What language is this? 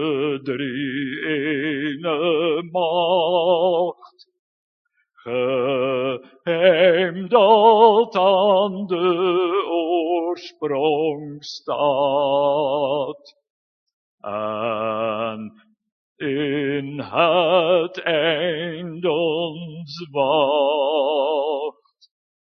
Dutch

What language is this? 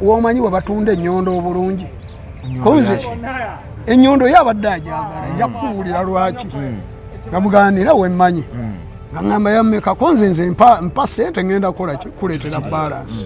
Ganda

